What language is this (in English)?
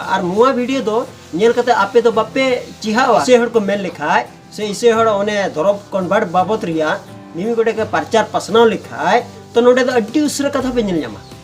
Santali